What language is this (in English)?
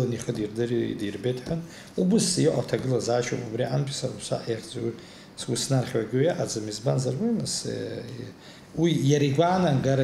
Abkhazian